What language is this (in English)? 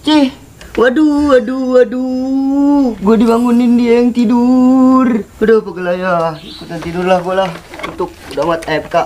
Betawi